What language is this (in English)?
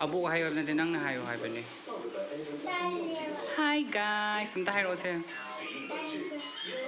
Manipuri